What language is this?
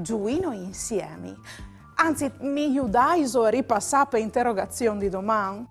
Friulian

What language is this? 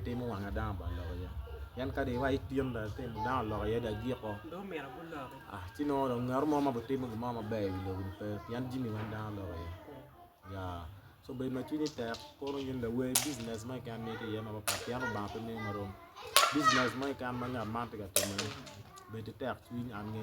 Acoli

